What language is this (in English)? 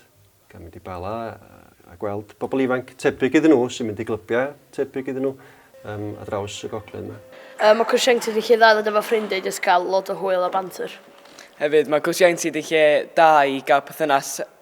Welsh